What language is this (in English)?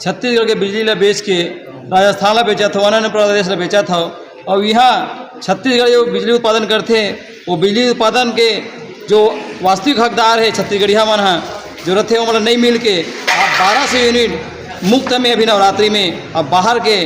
Chhattisgarhi